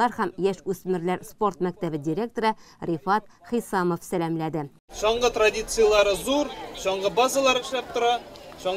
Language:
Tatar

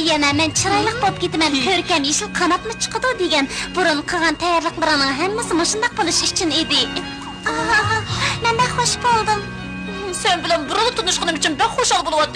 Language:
Uyghur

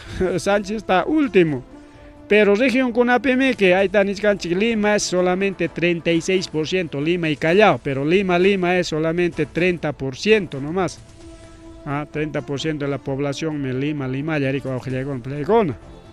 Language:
Ayacucho Quechua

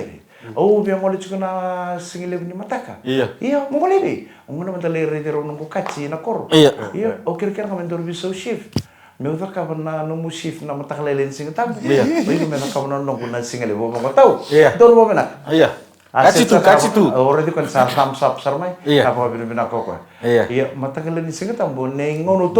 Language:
Fijian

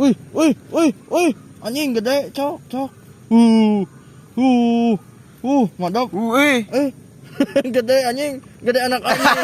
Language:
Sundanese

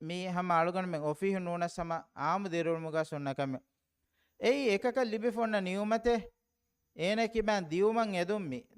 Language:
Divehi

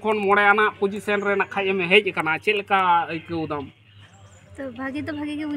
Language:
Santali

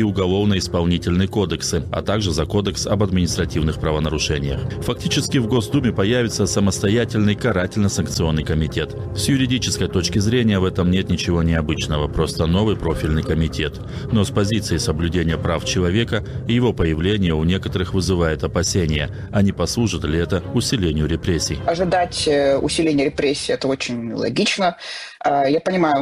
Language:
Russian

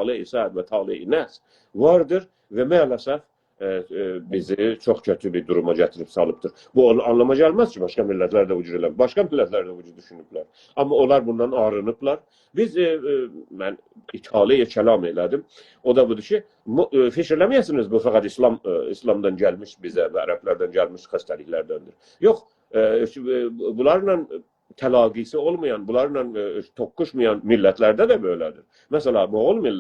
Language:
South Azerbaijani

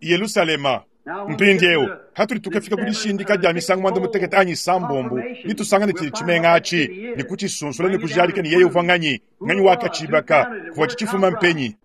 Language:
Luba-Lulua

